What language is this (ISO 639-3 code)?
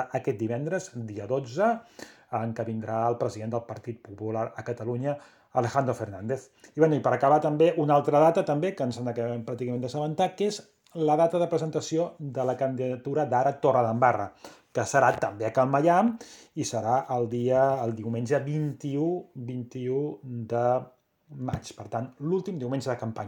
cat